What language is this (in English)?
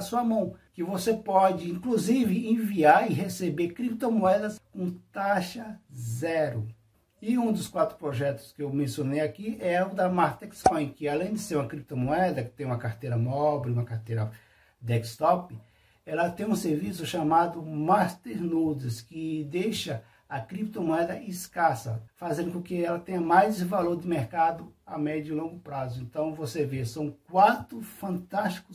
Portuguese